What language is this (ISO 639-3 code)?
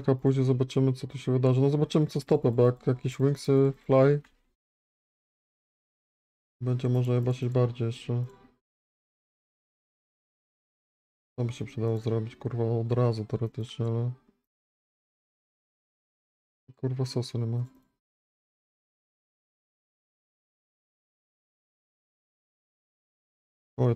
pol